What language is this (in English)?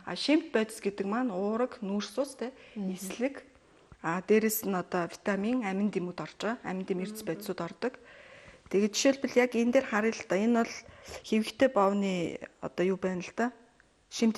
Mongolian